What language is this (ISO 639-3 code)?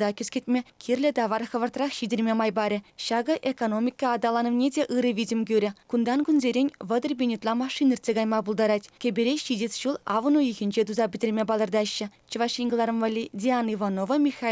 chv